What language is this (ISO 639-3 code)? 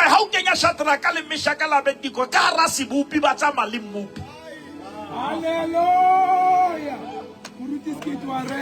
sot